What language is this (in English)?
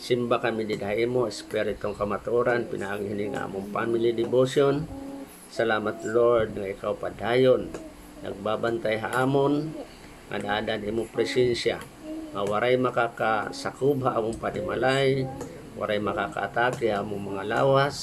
Waray